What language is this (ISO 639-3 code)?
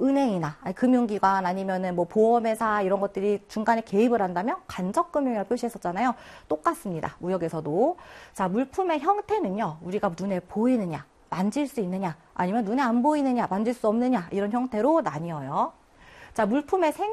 kor